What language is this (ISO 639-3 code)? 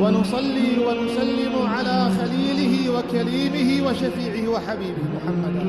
kur